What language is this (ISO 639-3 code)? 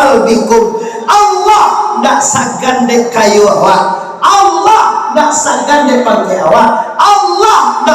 min